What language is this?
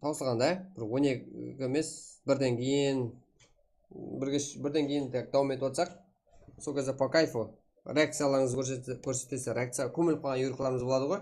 Kara-Kalpak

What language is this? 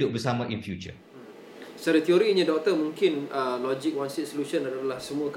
Malay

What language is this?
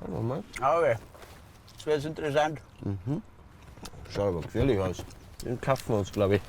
Bavarian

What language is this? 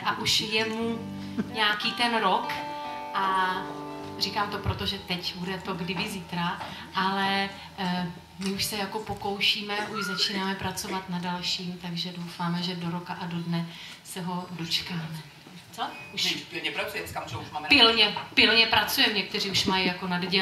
Czech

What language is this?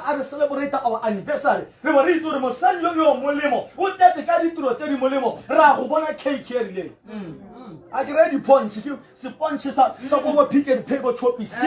Tswana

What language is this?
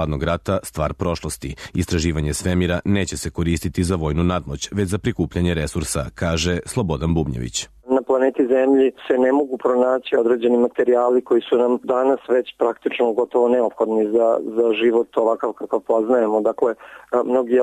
Serbian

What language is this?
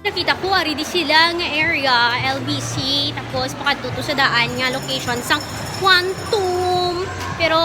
Hiligaynon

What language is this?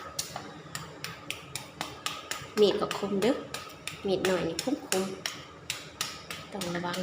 Lao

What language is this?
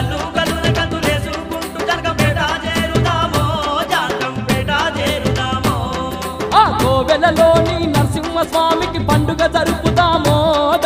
Telugu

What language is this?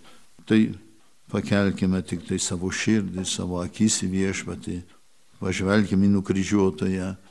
Lithuanian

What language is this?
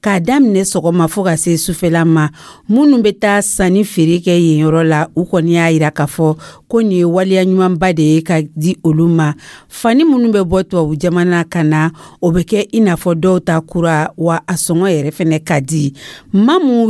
Dyula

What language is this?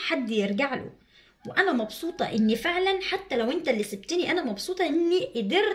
Egyptian Arabic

